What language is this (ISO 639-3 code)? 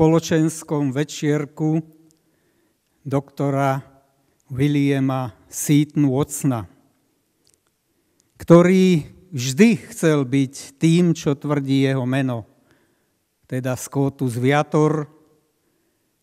slk